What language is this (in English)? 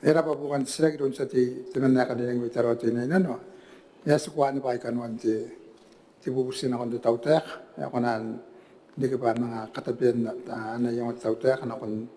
Gilbertese